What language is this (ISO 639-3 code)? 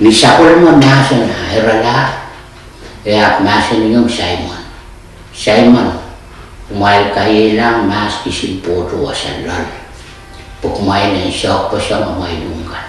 pon